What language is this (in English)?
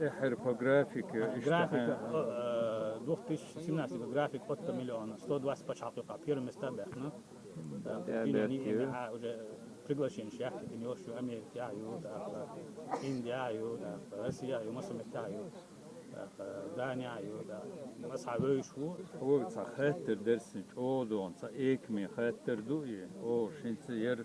Chechen